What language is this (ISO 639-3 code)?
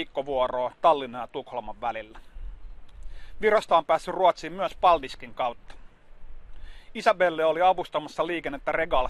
fin